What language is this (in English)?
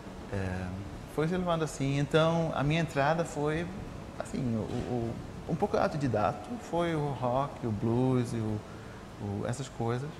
Portuguese